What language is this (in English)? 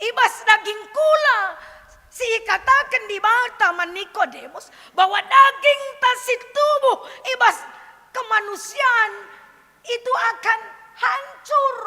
Batak Karo